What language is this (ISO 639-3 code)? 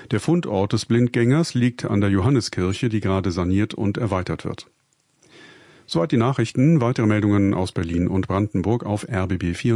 deu